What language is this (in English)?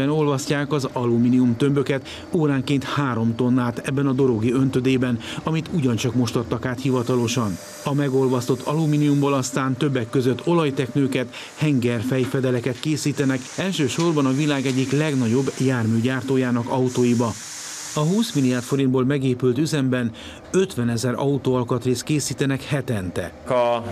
Hungarian